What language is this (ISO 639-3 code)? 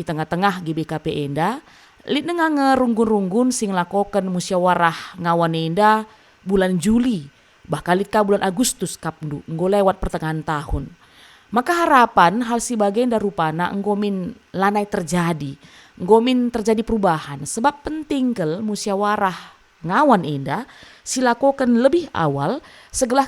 btx